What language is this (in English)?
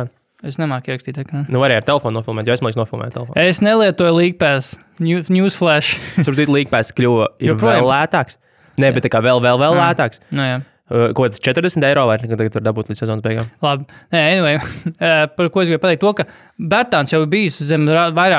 Latvian